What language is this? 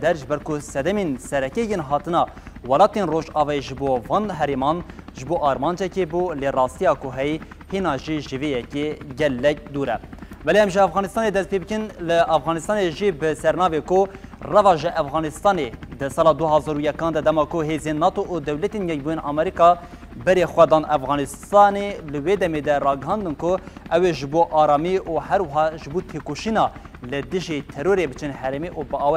Kurdish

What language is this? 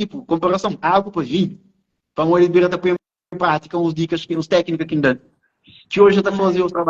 Kabuverdianu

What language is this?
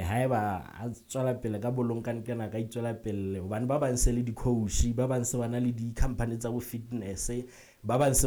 Southern Sotho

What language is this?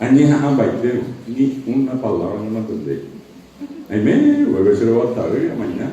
Guarani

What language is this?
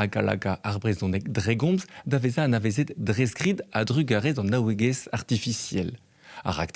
Breton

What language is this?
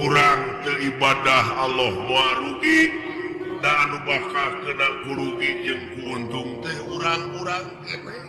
Sundanese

